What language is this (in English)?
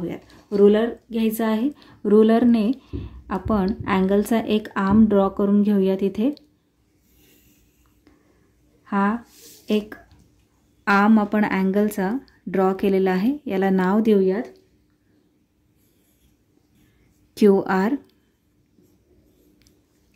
Marathi